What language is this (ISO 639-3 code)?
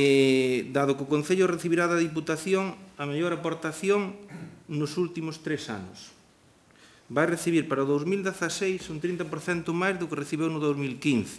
glg